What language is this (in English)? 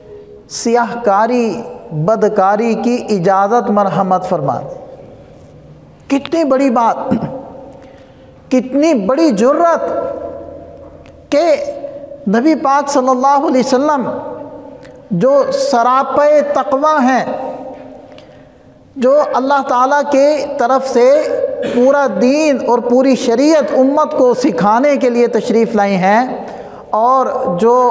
Urdu